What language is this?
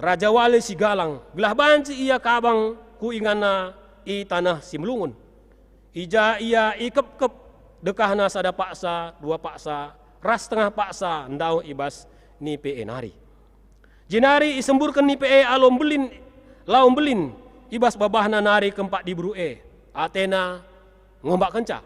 Batak Karo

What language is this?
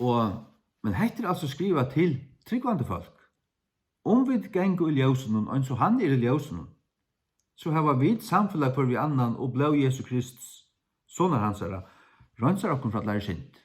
Faroese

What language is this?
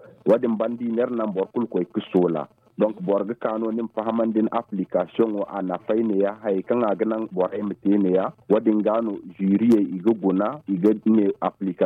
Zarma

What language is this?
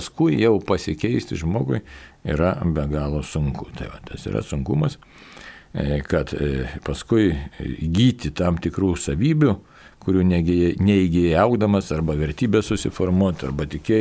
Lithuanian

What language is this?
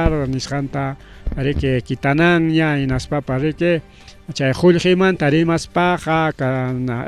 Ayacucho Quechua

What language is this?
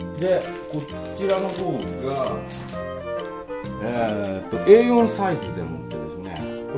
Japanese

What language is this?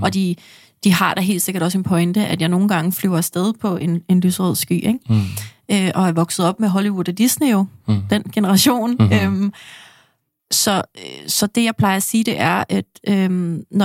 Danish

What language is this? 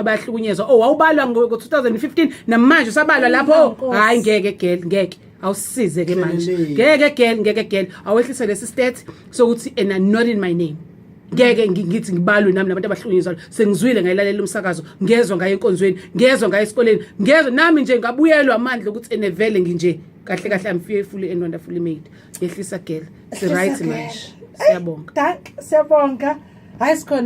Zulu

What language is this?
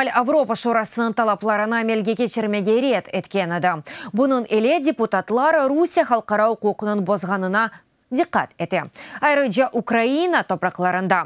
Crimean Tatar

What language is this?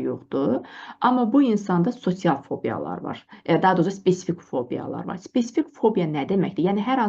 Azerbaijani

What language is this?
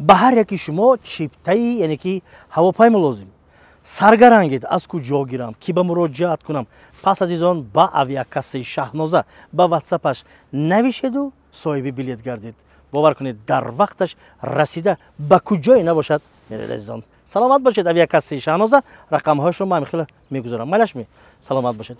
Tajik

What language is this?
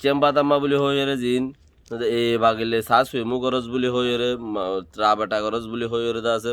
Rohingya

